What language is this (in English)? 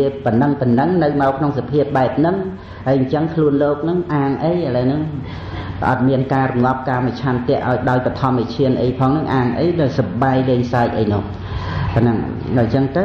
Khmer